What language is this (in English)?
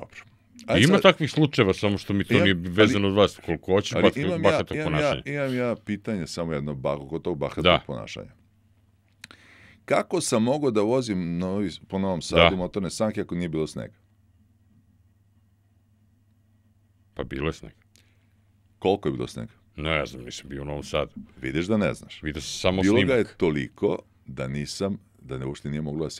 Serbian